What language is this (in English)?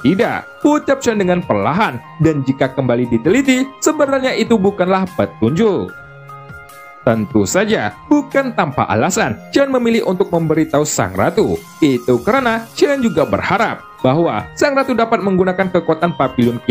Indonesian